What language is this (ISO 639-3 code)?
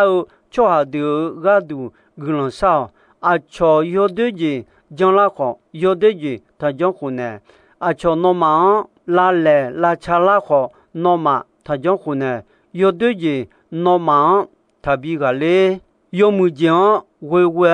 ahk